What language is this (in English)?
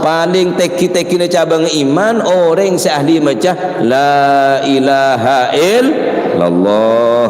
Madurese